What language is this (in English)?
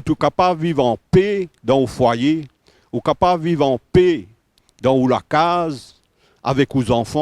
Morisyen